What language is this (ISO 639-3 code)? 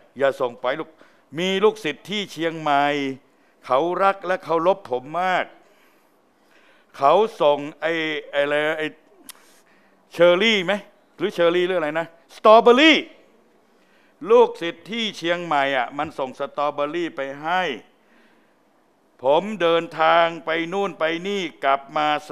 tha